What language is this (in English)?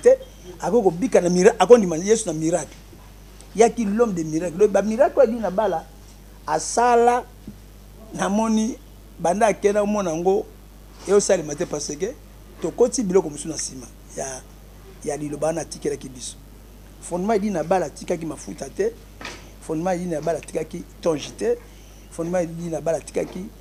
Lingala